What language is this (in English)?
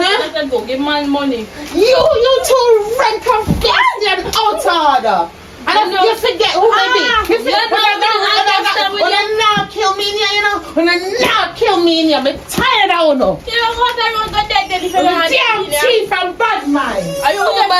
Jamaican Creole English